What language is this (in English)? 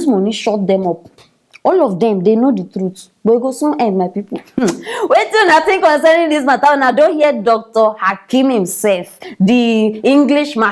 Nigerian Pidgin